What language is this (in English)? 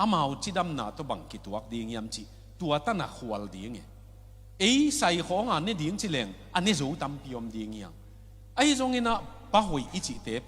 Tedim Chin